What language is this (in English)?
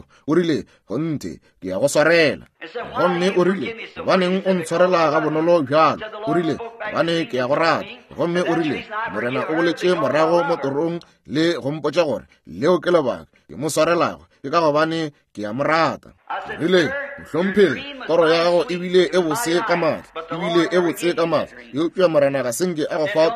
Northern Sotho